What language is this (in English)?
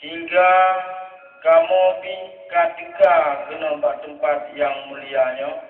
Achinese